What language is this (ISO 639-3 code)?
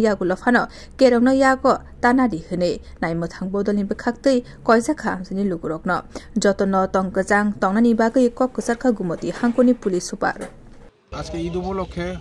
trp